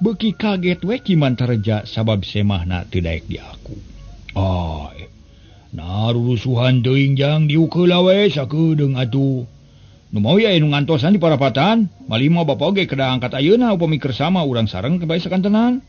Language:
Sundanese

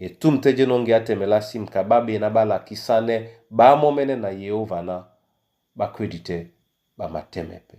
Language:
Duala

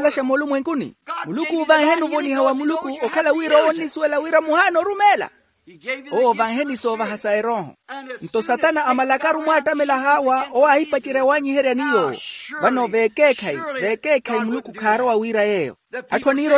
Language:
Makhuwa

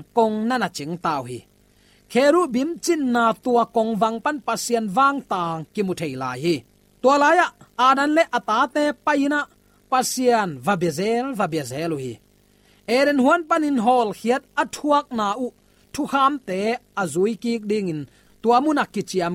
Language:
Tedim Chin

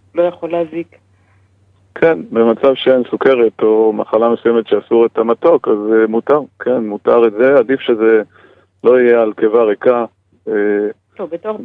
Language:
Hebrew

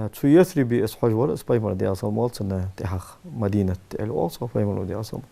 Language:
Ingush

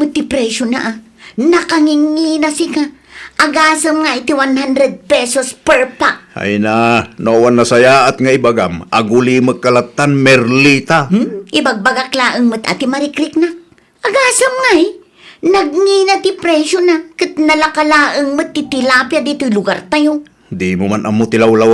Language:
Iloko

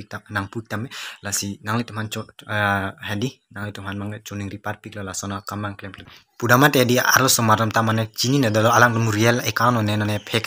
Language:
Karbi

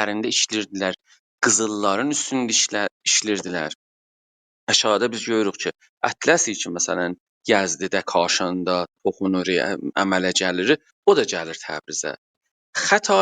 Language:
South Azerbaijani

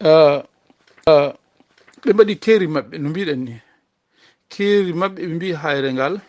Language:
Fula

